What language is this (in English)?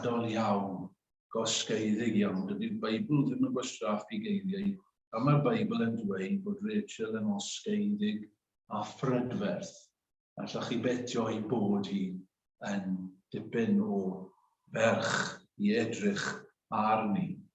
Welsh